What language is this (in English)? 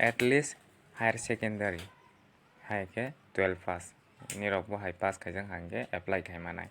Kok Borok